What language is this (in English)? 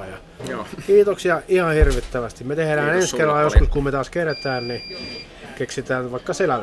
Finnish